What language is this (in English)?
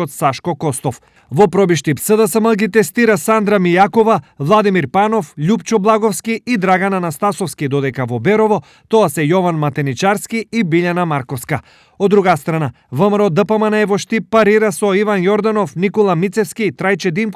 Macedonian